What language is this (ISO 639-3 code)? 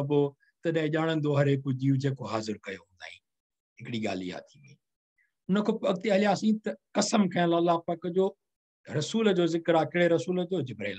snd